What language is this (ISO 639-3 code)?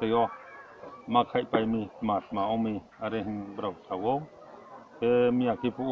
ria